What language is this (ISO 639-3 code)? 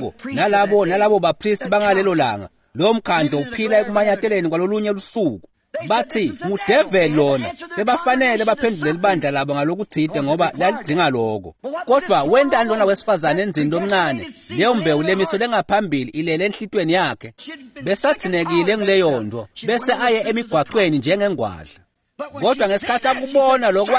ssw